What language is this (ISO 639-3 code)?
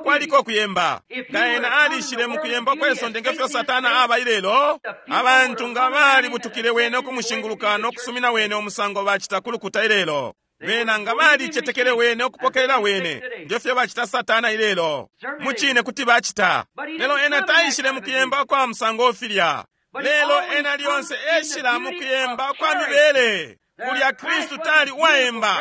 bem